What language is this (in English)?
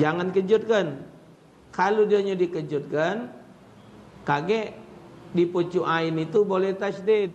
Musi